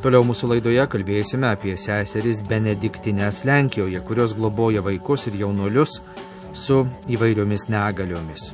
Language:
Lithuanian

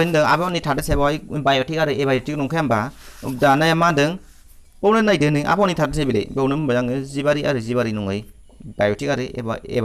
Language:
Bodo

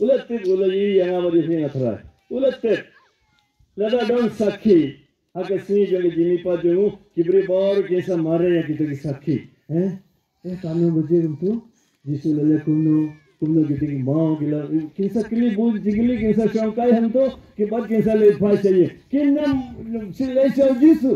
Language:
Khasi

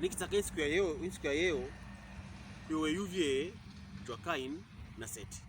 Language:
Pokomo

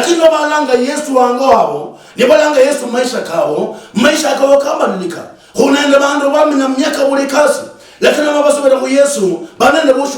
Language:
Luyia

